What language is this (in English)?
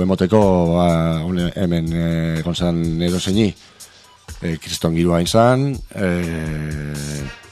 Basque